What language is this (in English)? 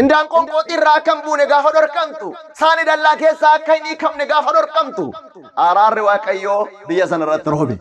Oromo